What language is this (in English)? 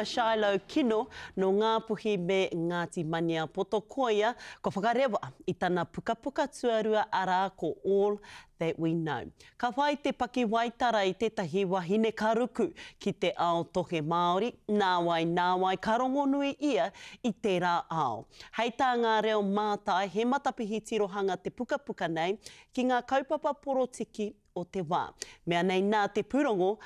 Māori